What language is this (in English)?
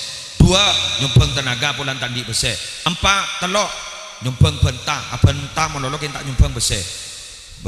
Madurese